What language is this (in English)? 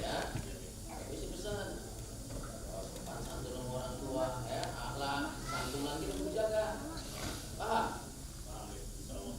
Betawi